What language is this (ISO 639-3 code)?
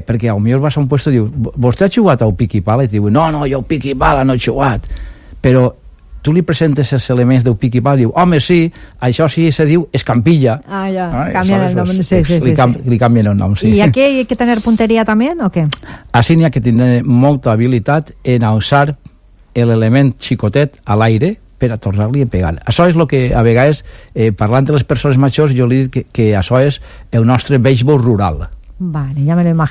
cat